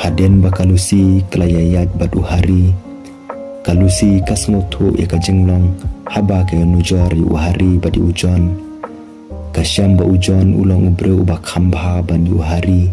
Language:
Khasi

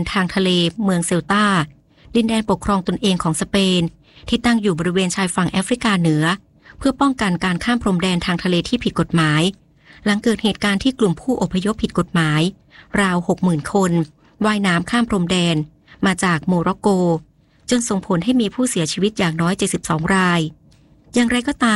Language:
Thai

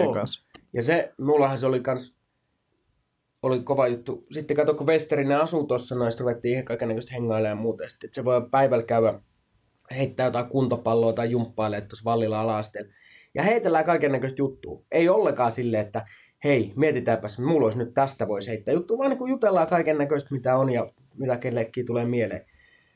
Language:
Finnish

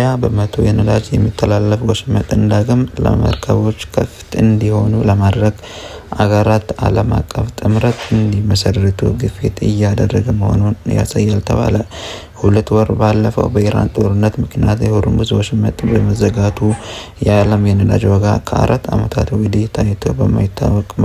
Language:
Amharic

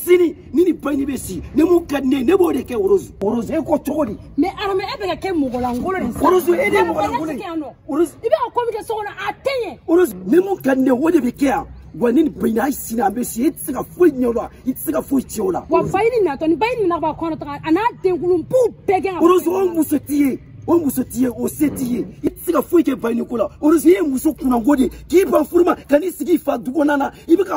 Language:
Bambara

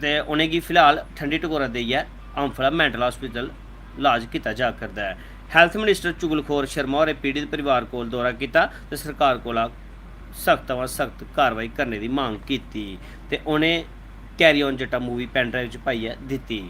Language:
Dogri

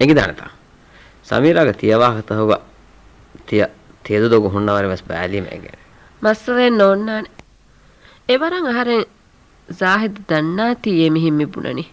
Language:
Divehi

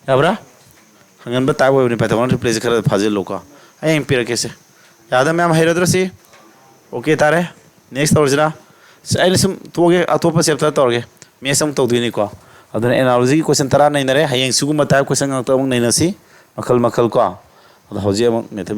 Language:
Manipuri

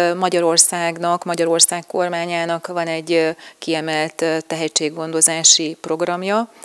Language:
Hungarian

